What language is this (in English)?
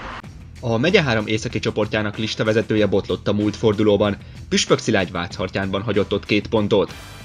Hungarian